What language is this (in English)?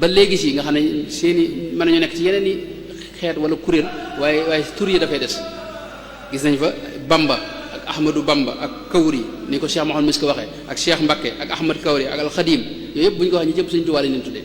Wolof